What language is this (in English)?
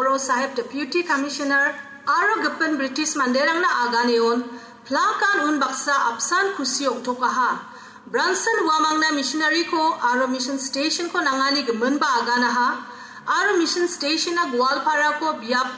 Garo